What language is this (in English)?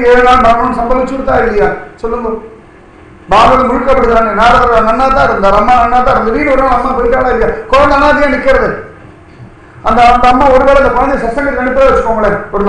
Tamil